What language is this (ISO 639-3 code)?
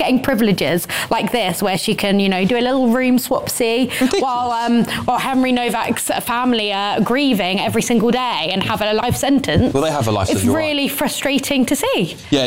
eng